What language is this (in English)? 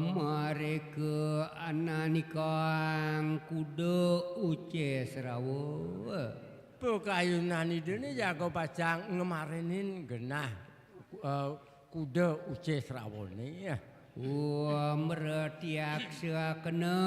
Balinese